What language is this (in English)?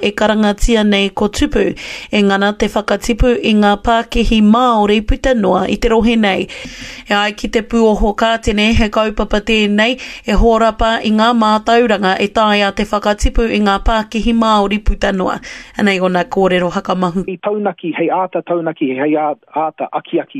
Māori